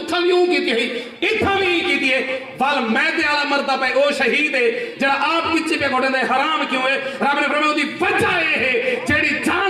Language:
Saraiki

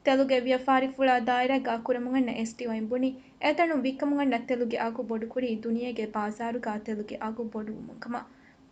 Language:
Divehi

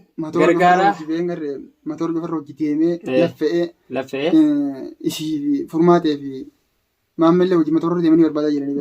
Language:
Oromo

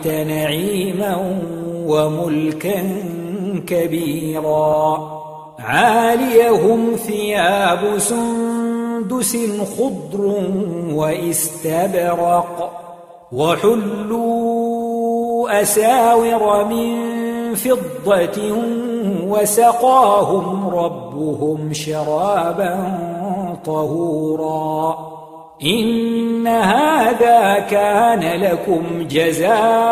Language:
Arabic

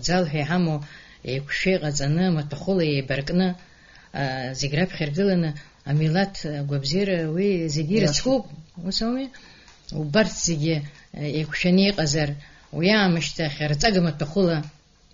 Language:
Abkhazian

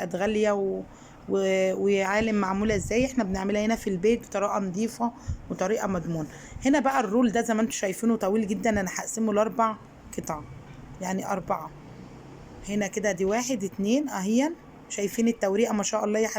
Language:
Egyptian Arabic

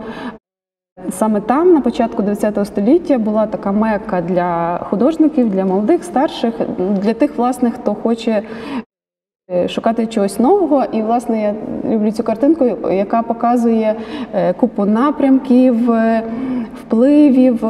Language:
Ukrainian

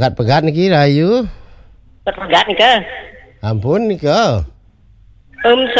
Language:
Balinese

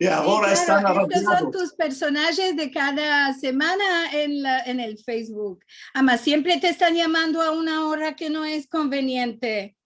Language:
Ladino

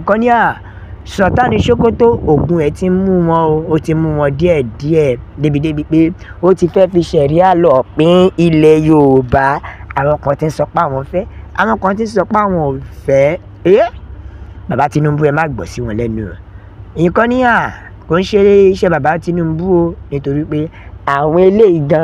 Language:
Yoruba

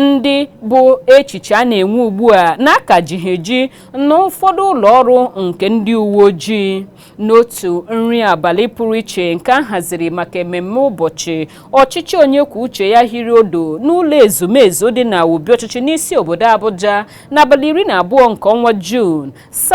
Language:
Igbo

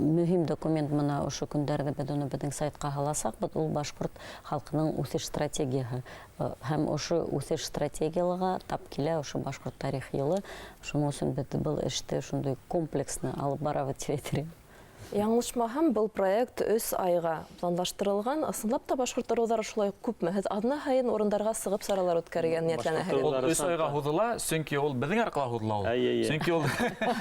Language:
Bashkir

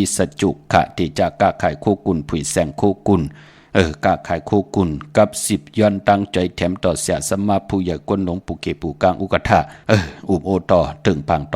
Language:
Shan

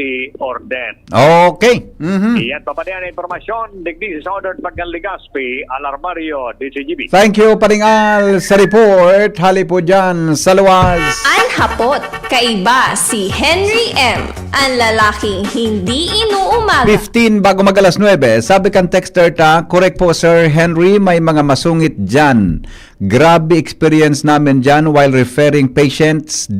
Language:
Bikol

